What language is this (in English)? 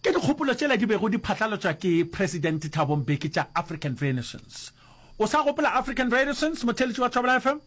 Northern Sotho